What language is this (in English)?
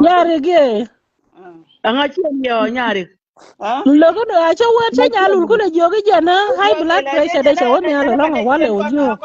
Nuer